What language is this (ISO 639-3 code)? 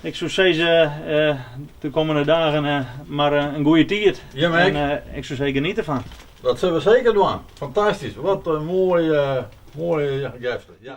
fry